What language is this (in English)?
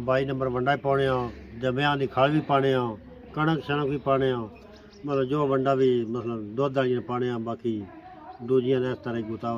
Pahari-Potwari